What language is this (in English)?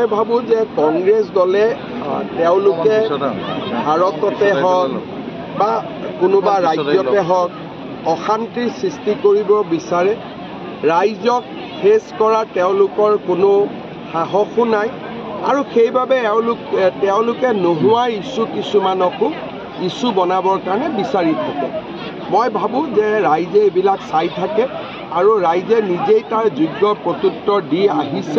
Assamese